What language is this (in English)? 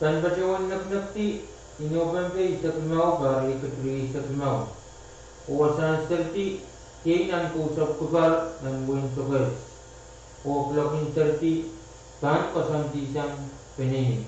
Pohnpeian